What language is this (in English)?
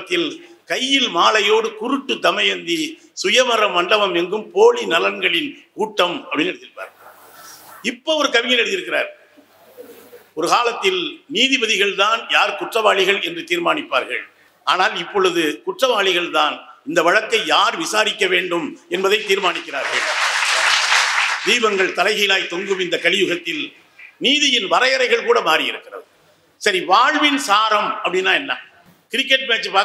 Tamil